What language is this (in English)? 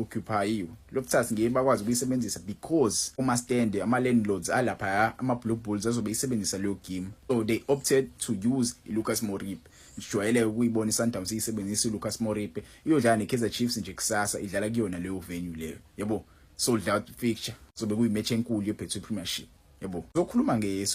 Zulu